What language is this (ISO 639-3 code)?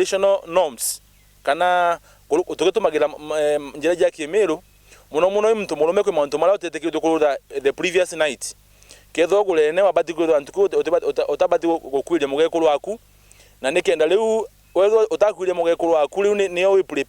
mer